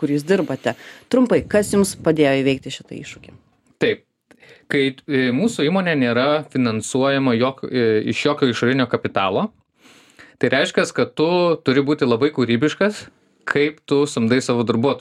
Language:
Lithuanian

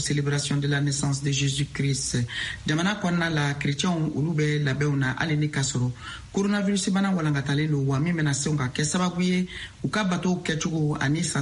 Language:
Bambara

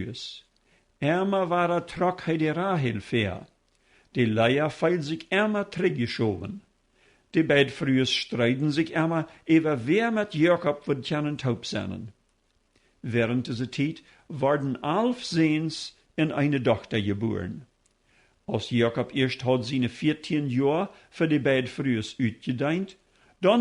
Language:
Plautdietsch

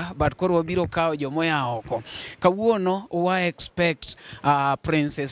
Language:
Luo (Kenya and Tanzania)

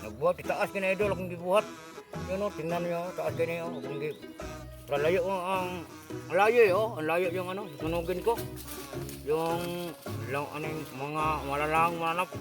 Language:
Cebuano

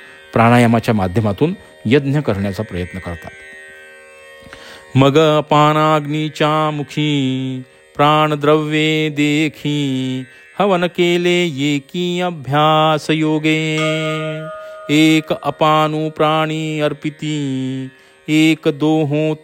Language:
Marathi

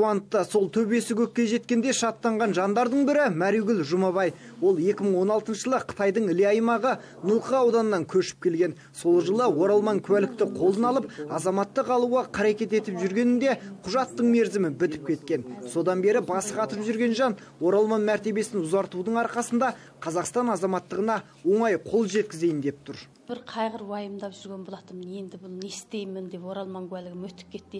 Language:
Kazakh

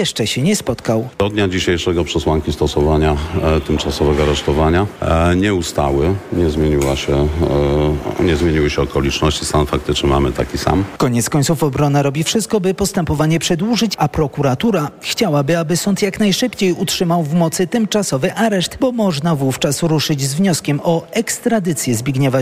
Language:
Polish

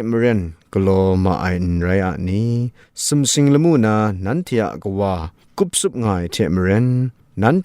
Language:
Kachin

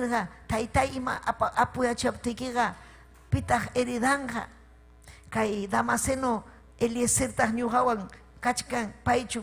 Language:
Ayacucho Quechua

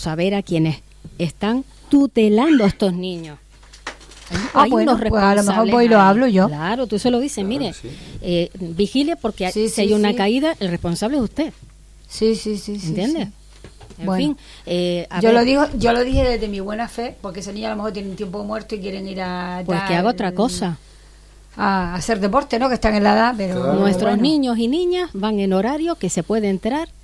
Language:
Spanish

